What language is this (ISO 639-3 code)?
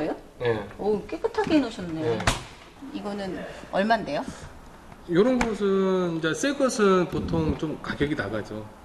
kor